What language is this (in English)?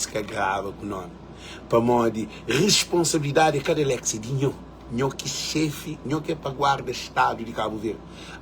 Kabuverdianu